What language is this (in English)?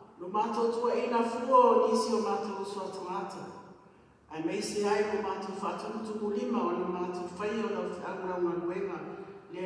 Samoan